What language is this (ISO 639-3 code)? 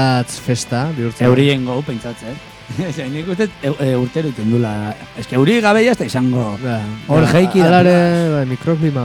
eus